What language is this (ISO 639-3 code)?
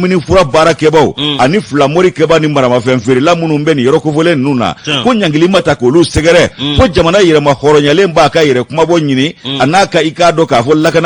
bam